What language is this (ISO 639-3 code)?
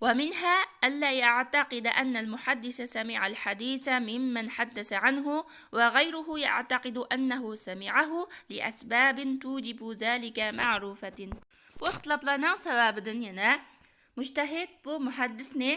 uig